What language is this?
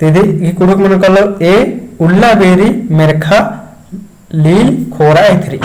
Kurukh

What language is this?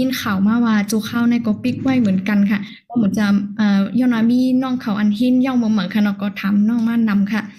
Shan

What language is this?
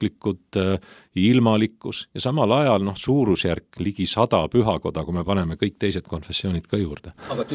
Estonian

